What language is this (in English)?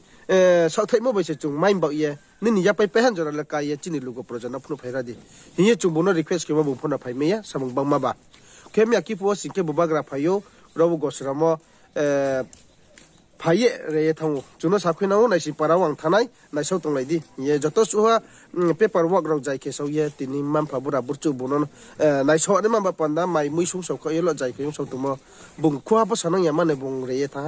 Riang (India)